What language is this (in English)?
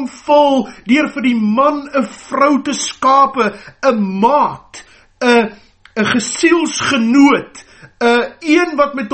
Afrikaans